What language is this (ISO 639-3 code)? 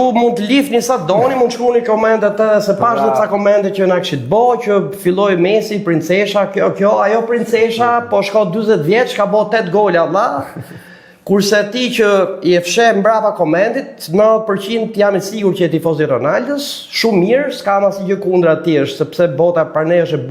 sqi